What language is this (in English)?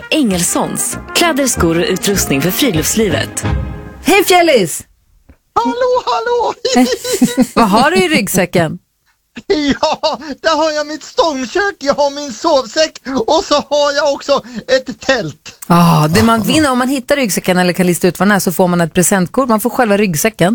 Swedish